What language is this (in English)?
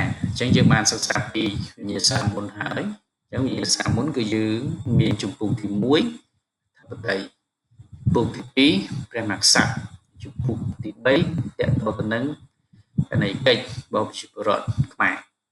Khmer